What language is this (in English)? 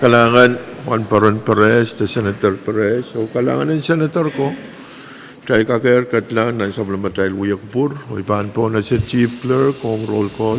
Pohnpeian